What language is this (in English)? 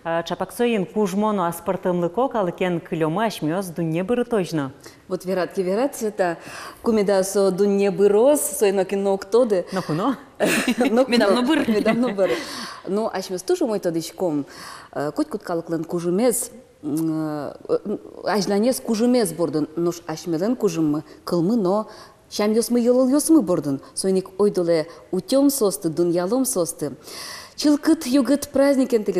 Udmurt